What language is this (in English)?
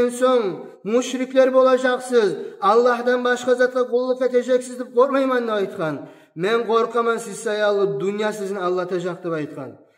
Kumyk